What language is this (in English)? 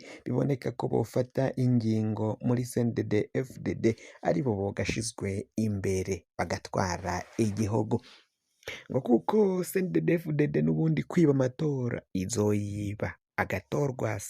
Rundi